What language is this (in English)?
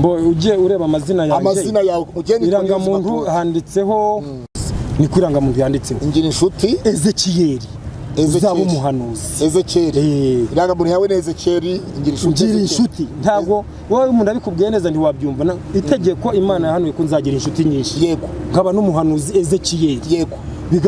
Kinyarwanda